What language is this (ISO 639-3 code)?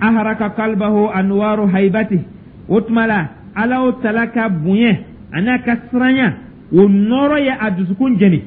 dyu